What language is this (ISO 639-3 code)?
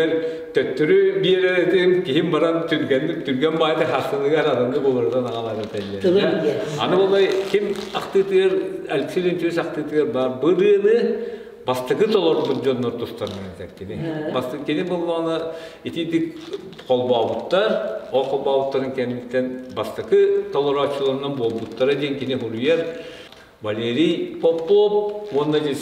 sah